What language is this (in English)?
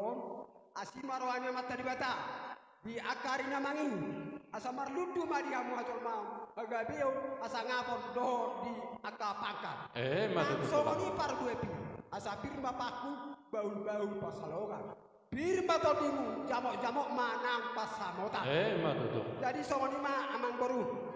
Batak Toba